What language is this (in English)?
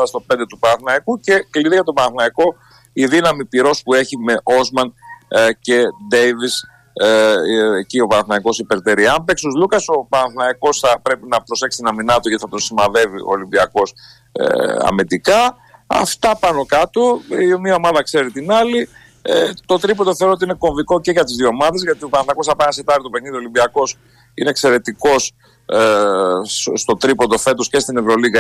Greek